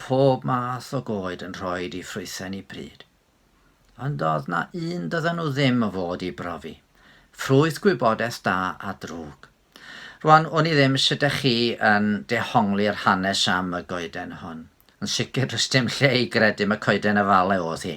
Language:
Welsh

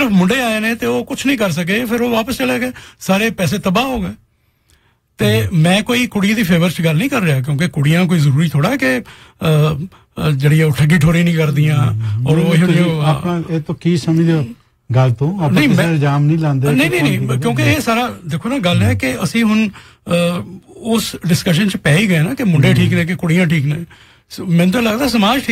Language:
Punjabi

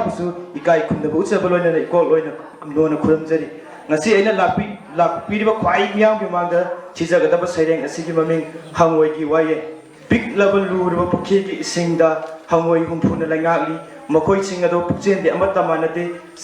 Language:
Manipuri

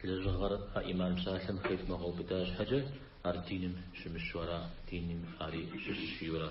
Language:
Kabardian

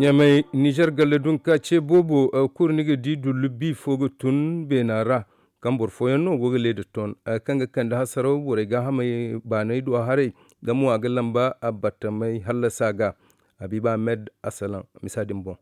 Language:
Zarma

